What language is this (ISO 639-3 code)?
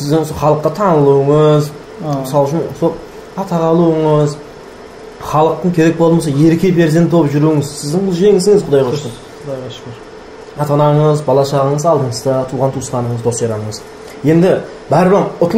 kaa